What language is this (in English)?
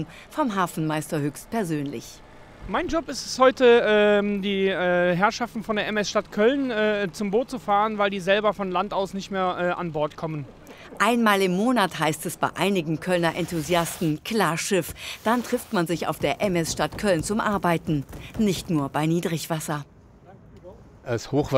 German